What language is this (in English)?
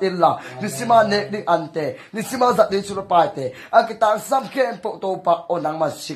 Tedim Chin